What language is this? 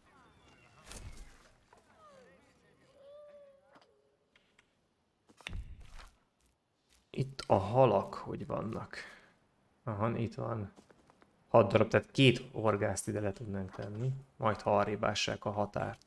Hungarian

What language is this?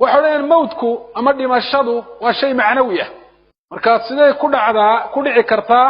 Somali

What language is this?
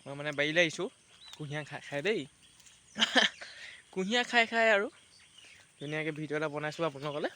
Assamese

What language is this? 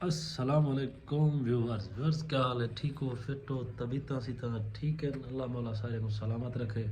Saraiki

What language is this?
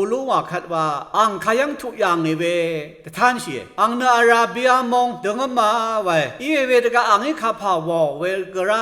Rawang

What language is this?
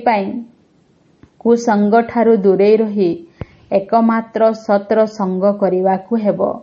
Odia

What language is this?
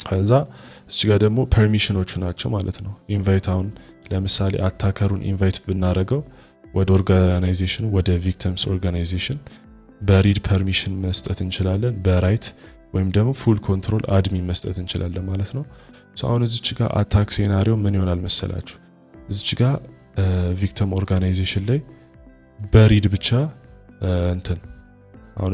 Amharic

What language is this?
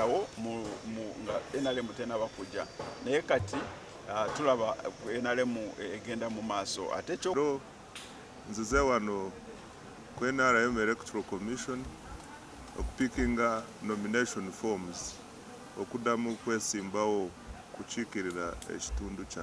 Ganda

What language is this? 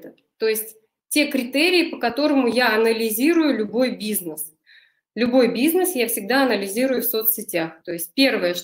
Russian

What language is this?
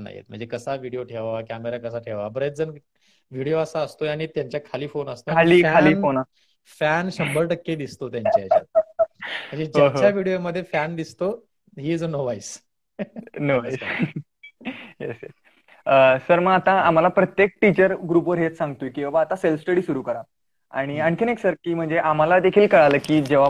Marathi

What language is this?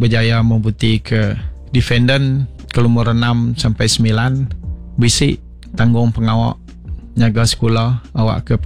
Iban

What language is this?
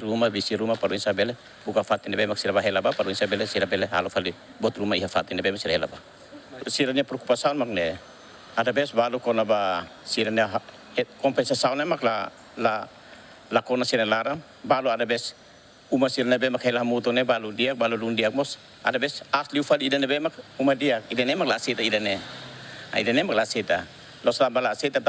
Tetum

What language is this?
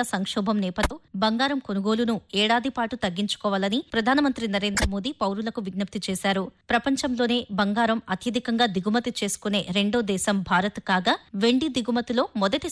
Telugu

